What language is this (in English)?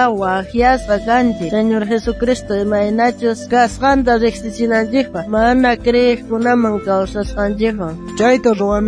South Bolivian Quechua